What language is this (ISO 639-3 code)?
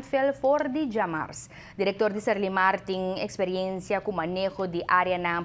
pap